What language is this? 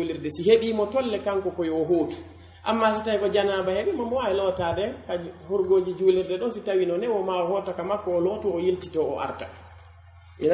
Pular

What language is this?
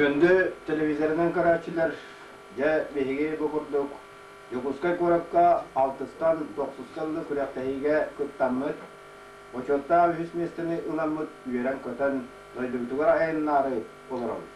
Yakut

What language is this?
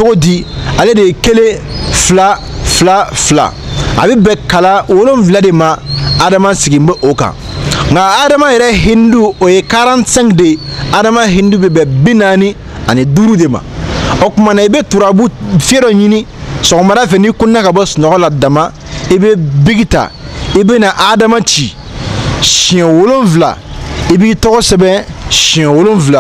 Bambara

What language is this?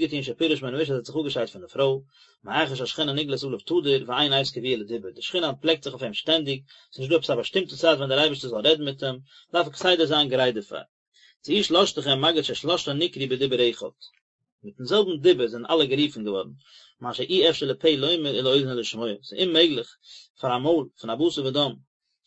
Yiddish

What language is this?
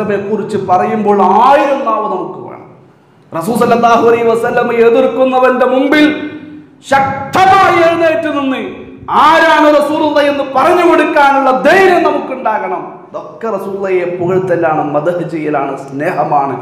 Malayalam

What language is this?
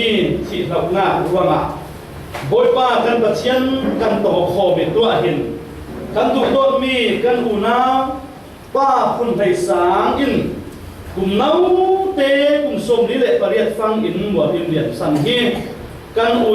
Falam Chin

